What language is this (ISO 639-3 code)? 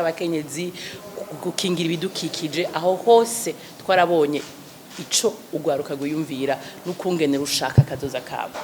run